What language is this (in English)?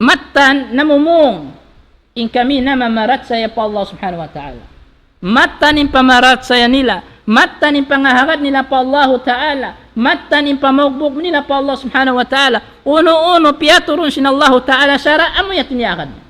Tausug